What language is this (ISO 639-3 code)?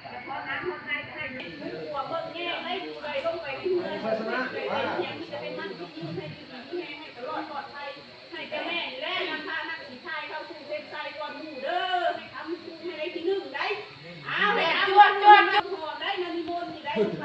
lao